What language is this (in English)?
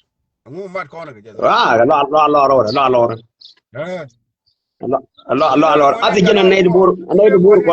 Nuer